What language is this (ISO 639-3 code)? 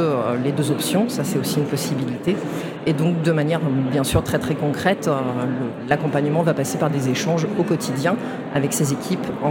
fra